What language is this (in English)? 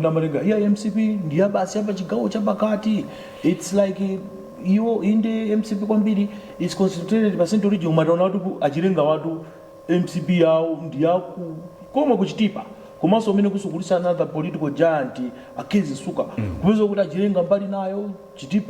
Nyanja